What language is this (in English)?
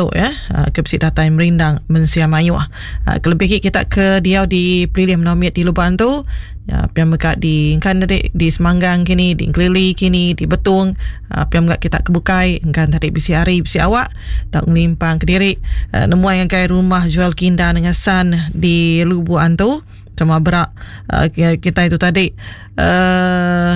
Iban